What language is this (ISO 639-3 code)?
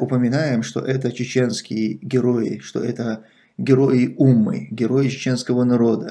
rus